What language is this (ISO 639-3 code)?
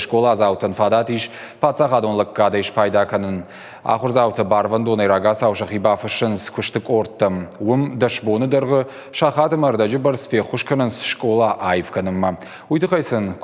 oss